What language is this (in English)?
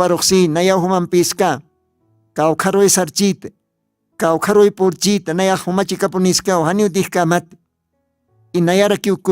Aymara